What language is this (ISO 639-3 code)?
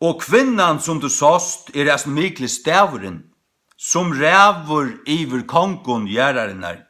fao